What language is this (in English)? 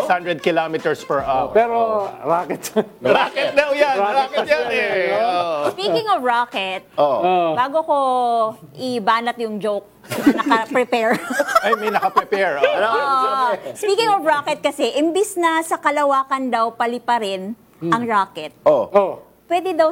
Filipino